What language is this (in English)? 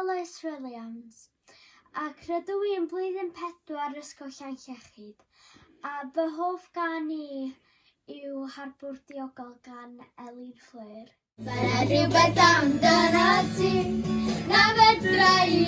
Welsh